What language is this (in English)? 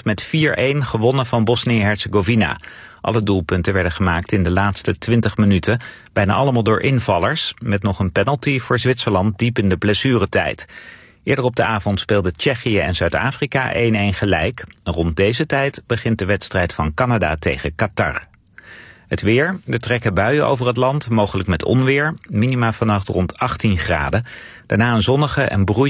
Dutch